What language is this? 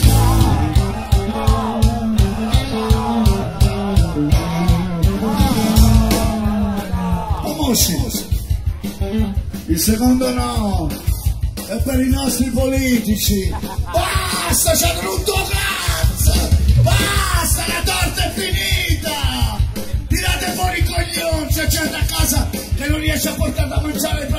Italian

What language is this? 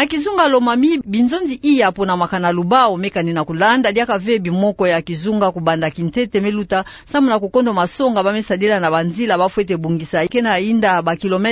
Kituba (Democratic Republic of Congo)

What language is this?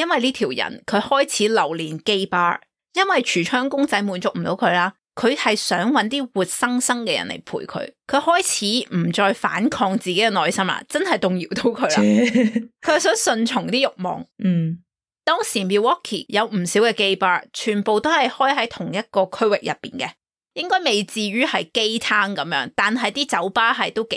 Cantonese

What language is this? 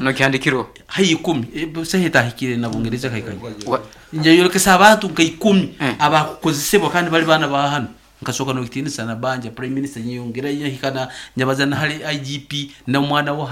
Nyankole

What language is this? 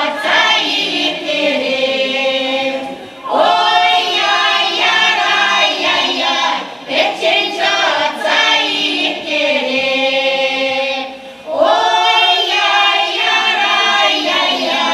Chuvash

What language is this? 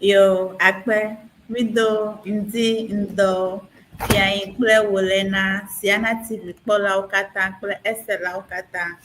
Ewe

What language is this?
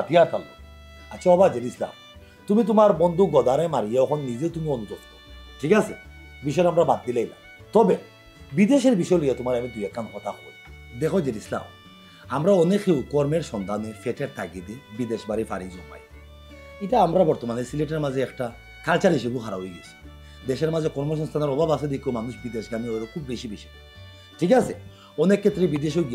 Sylheti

